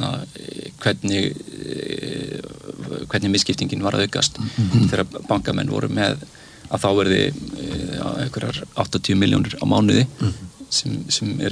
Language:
Icelandic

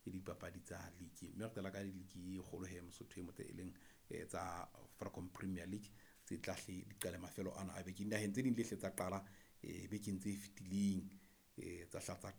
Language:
Southern Sotho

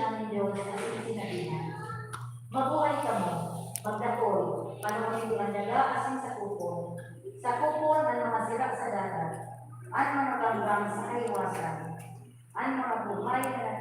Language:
Bikol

